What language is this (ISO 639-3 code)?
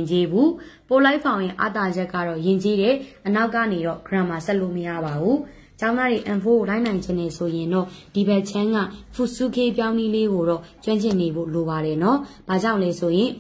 mya